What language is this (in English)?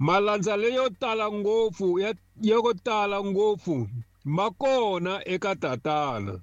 Tsonga